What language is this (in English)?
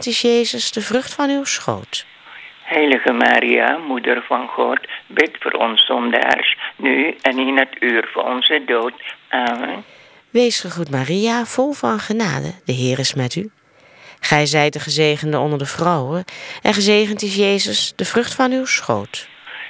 Dutch